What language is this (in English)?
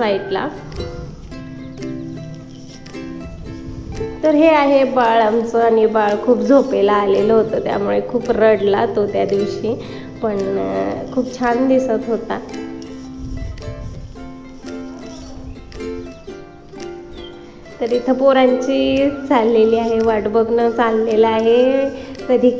Marathi